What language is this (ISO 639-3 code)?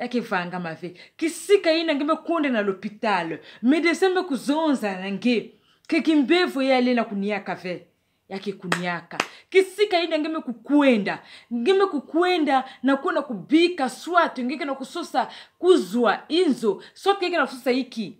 ktu